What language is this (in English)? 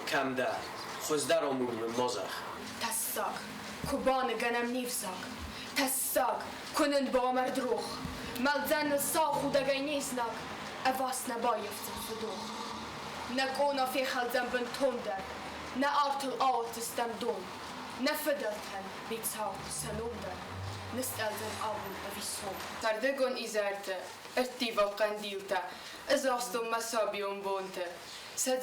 Ossetic